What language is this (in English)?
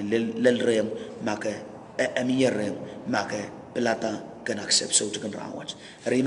Pohnpeian